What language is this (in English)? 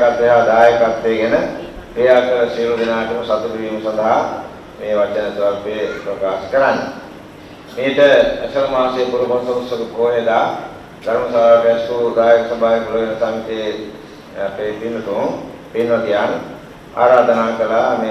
Sinhala